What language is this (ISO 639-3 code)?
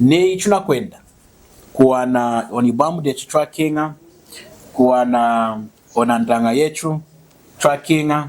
lun